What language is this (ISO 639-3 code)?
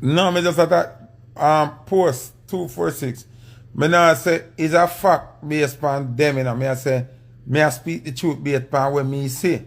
jam